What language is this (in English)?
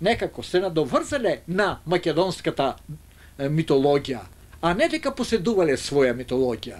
Macedonian